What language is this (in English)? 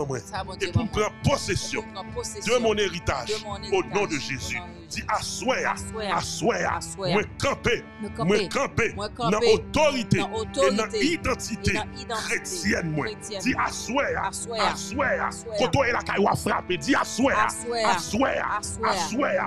French